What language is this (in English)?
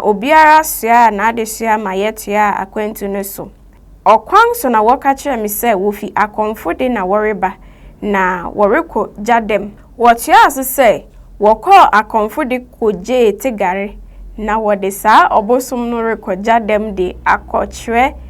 Akan